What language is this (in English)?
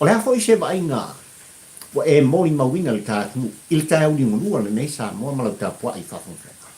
Samoan